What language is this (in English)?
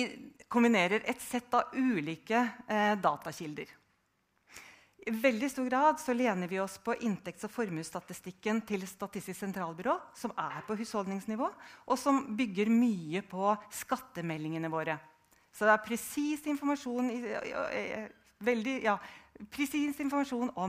Norwegian